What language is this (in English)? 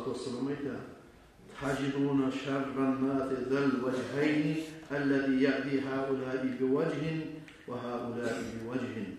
Kumyk